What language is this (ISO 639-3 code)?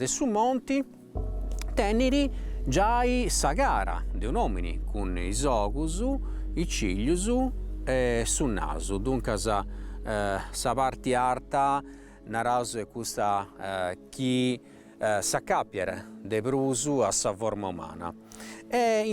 srd